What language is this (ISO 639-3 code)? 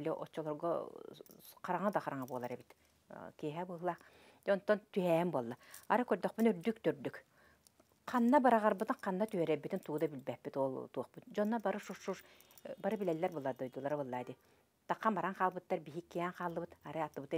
sah